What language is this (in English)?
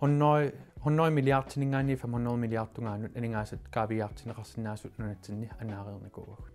Kalaallisut